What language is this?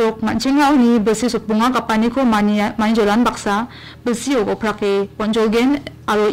Garo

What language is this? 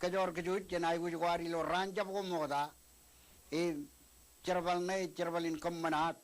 Marshallese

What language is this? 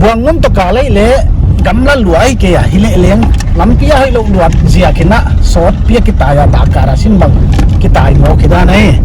Paite Chin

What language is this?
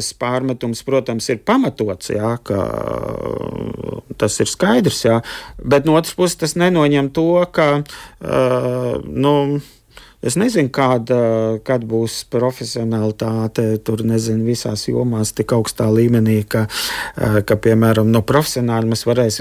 Latvian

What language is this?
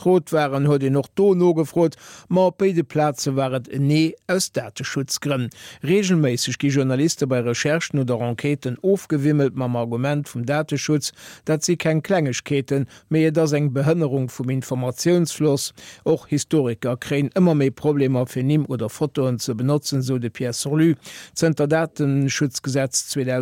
Luxembourgish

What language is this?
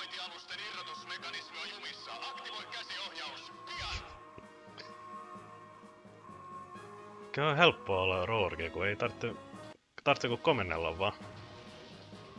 Finnish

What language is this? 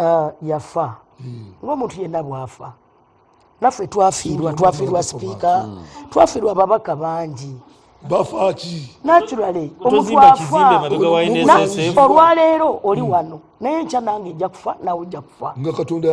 Ganda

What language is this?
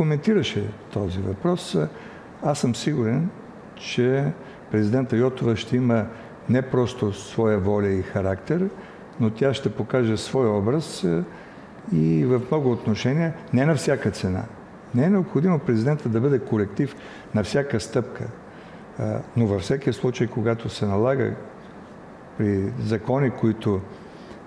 Bulgarian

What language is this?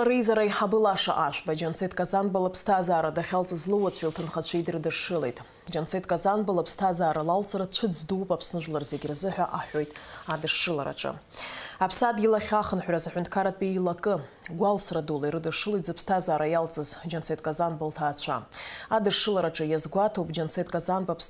Abkhazian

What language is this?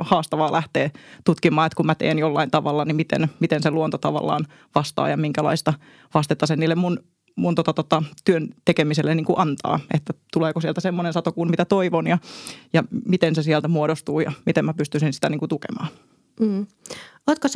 Finnish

